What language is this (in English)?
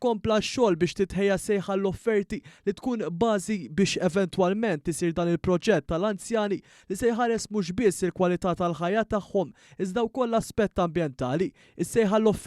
Maltese